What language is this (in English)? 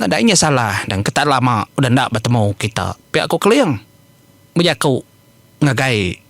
Iban